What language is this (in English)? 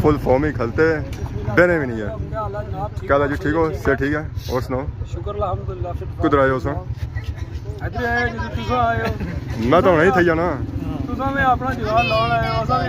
Pahari-Potwari